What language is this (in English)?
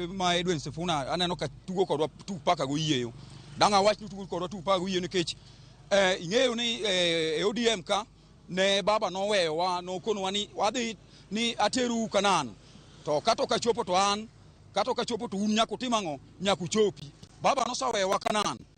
Luo (Kenya and Tanzania)